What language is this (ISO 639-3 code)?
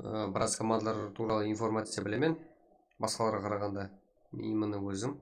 kaa